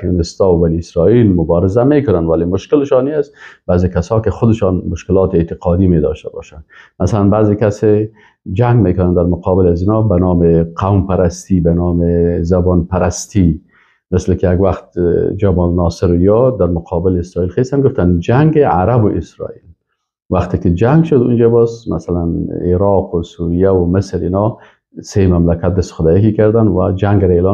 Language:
Persian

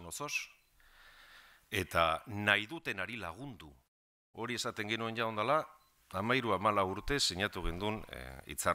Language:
Basque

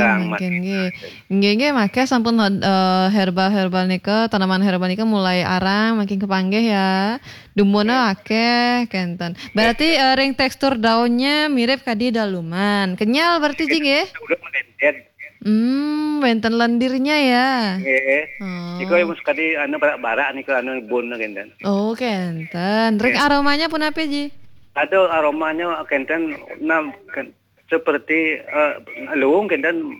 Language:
Balinese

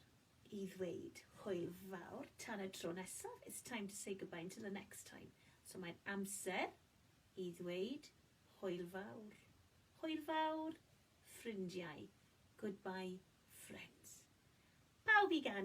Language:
Welsh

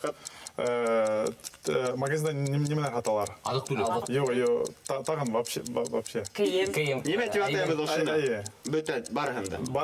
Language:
Bashkir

